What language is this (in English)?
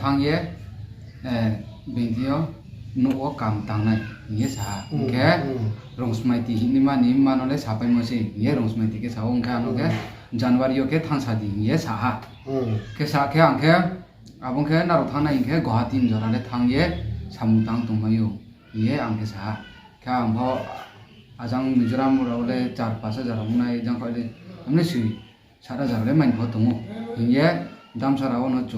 Riang (India)